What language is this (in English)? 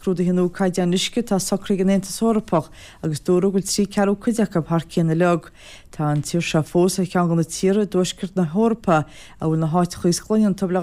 Irish